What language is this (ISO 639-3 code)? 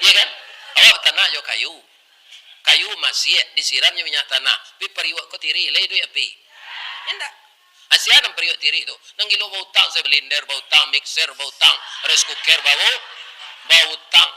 min